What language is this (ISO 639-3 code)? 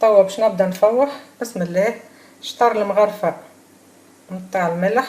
aeb